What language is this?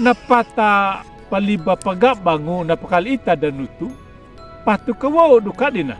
Anakalangu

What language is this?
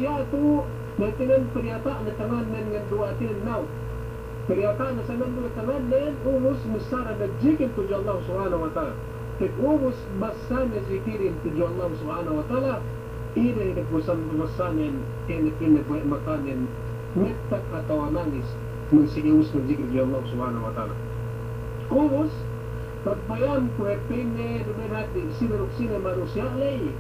Yakan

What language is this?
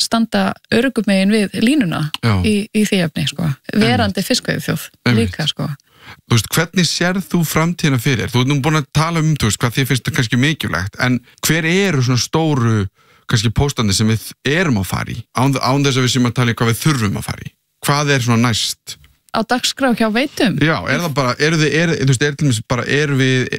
Icelandic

